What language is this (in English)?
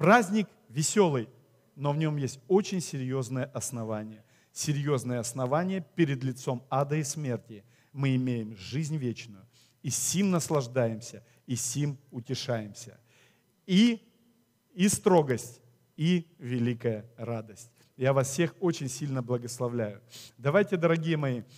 Russian